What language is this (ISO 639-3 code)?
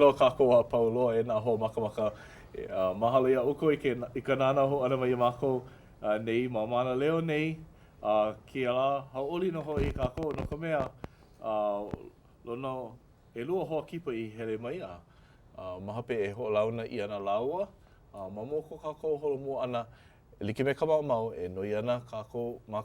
haw